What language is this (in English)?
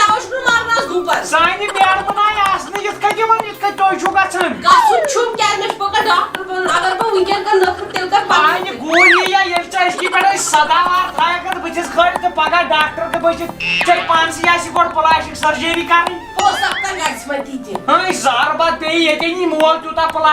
Kashmiri